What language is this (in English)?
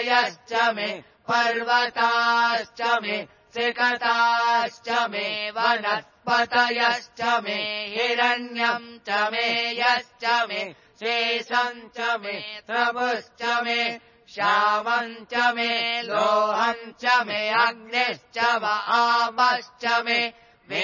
Sanskrit